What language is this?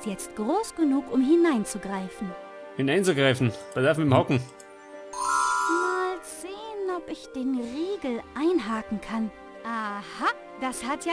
Bavarian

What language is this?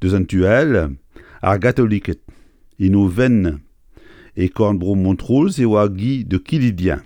Breton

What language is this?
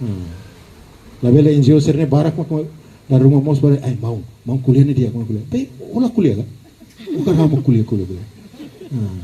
Tetum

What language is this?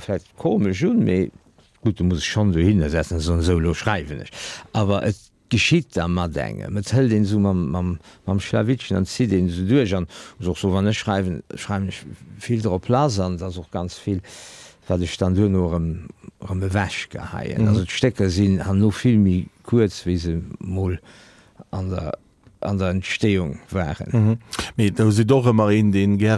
Luxembourgish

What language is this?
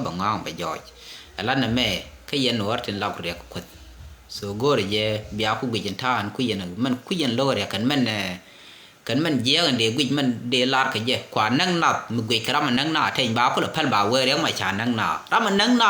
Nuer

